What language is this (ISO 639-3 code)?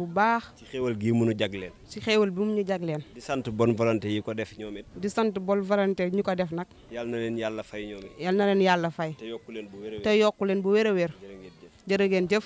wol